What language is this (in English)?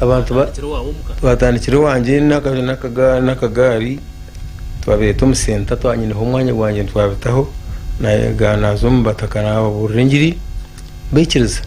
Nyankole